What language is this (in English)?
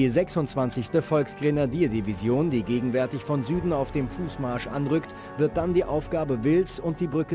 Bavarian